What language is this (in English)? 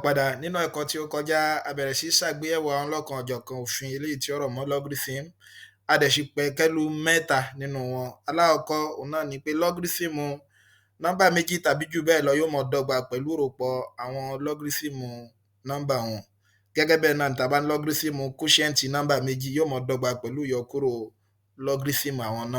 Yoruba